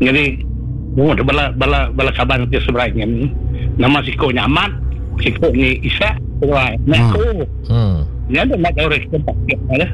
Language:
Iban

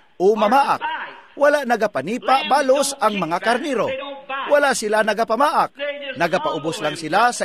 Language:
Cebuano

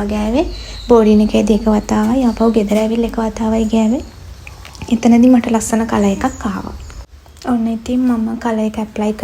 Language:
Sinhala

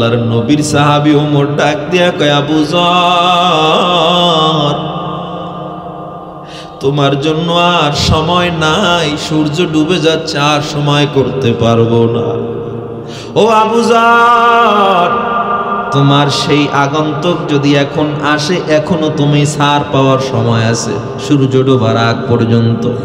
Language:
Bangla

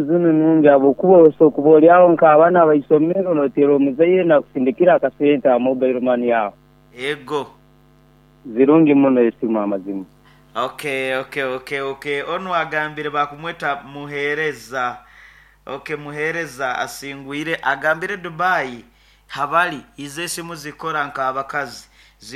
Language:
Nyoro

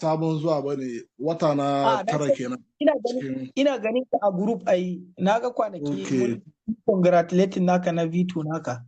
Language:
Hausa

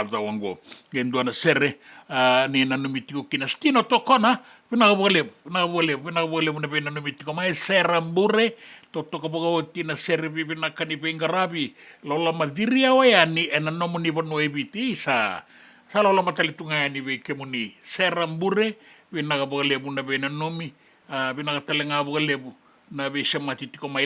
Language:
Fijian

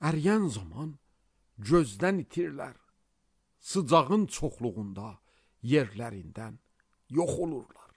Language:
Azerbaijani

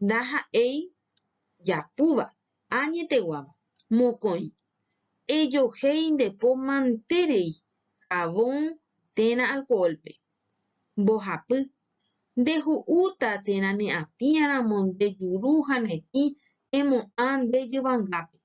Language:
Guarani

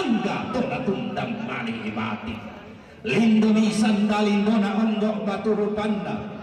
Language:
Toraja-Sa'dan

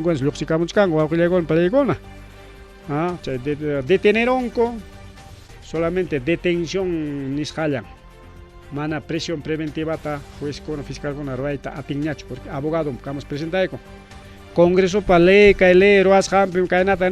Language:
Ayacucho Quechua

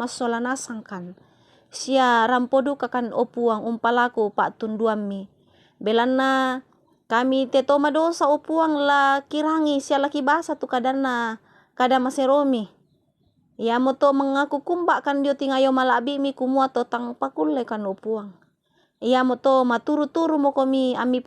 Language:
Toraja-Sa'dan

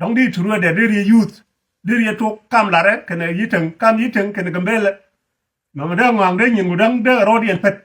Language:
Nuer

